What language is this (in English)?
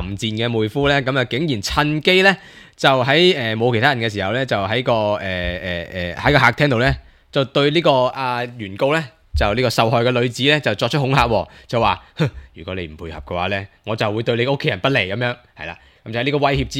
Cantonese